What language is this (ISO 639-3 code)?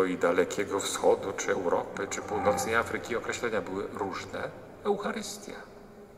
pol